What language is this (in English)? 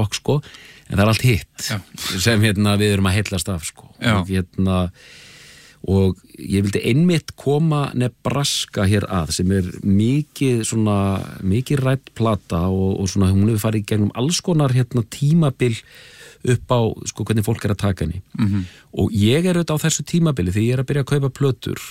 Icelandic